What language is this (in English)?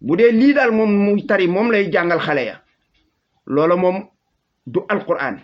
Wolof